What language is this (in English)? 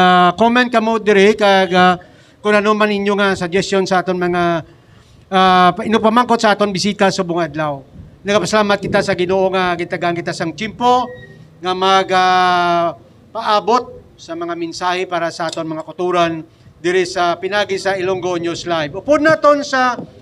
Hiligaynon